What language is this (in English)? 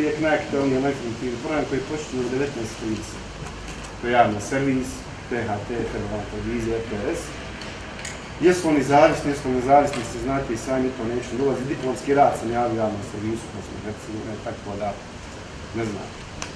Bosnian